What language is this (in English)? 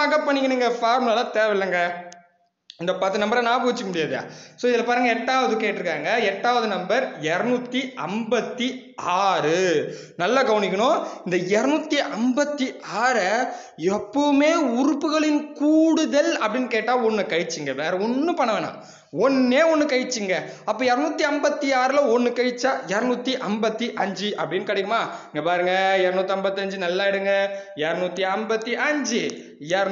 Tamil